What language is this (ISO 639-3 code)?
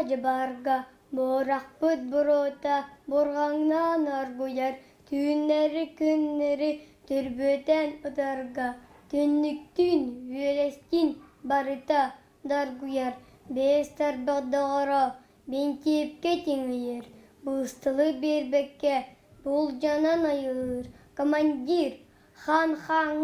sah